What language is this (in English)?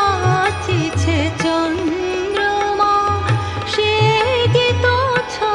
Bangla